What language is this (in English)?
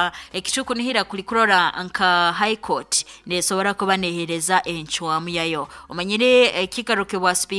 Nyoro